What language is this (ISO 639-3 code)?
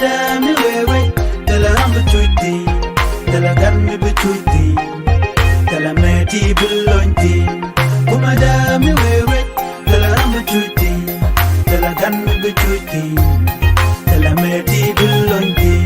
nus